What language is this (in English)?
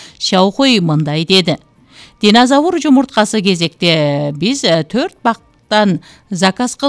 Kyrgyz